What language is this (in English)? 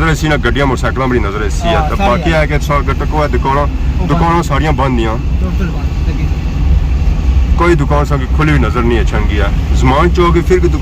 Pahari-Potwari